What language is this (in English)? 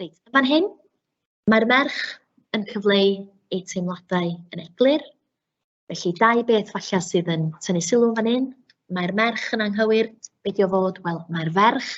Welsh